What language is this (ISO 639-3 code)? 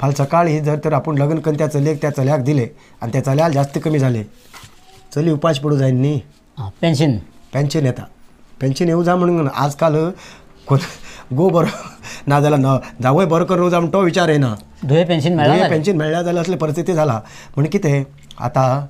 kok